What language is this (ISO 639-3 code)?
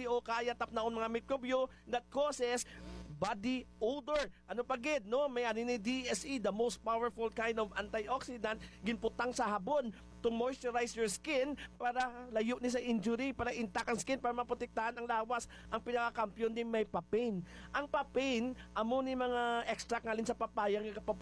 hil